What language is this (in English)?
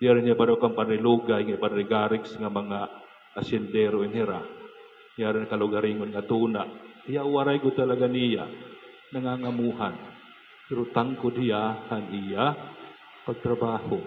Waray